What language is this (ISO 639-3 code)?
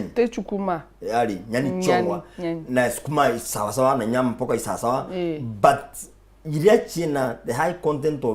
mer